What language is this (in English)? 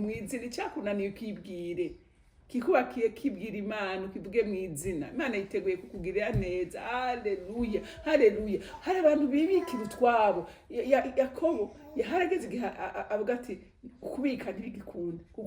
Rundi